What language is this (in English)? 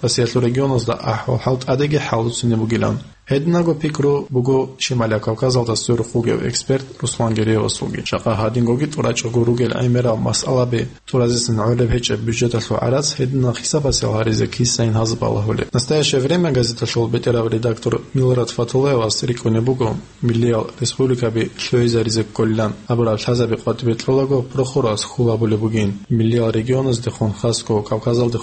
Avaric